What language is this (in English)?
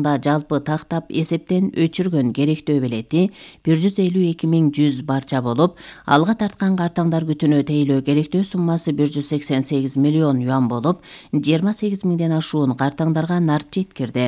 Kyrgyz